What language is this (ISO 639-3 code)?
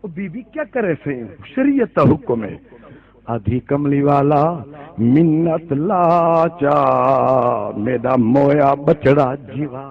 skr